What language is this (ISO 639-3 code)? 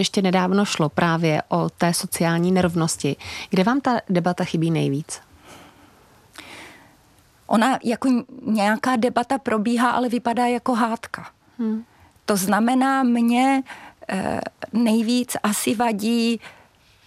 ces